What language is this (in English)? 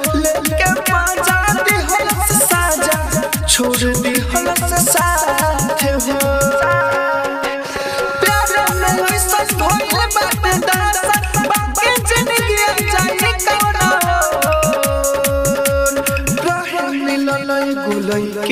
Bhojpuri